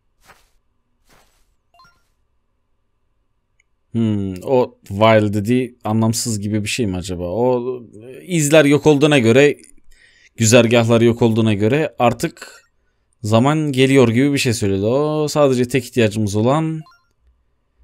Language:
Turkish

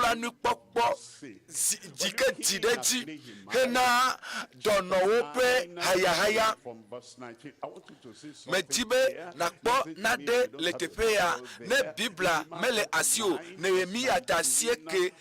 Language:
Ewe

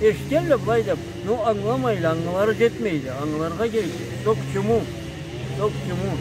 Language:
Karachay-Balkar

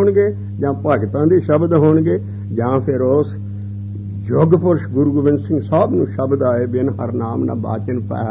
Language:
Punjabi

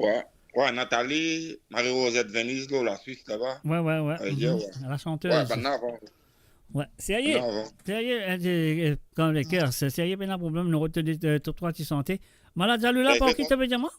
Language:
Morisyen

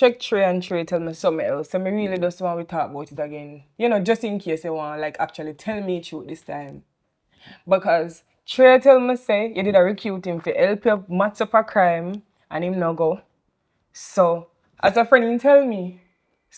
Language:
Jamaican Creole English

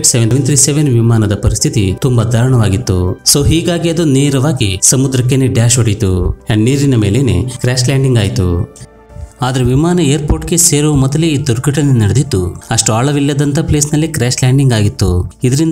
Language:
Kannada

